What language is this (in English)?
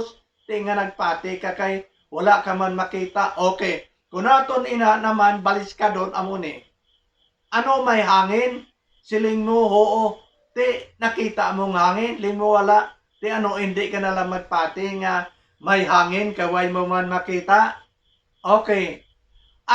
Hiligaynon